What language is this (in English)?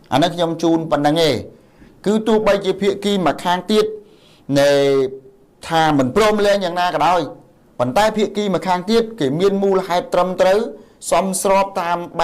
Khmer